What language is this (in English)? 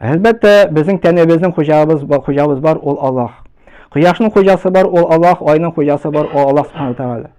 Tatar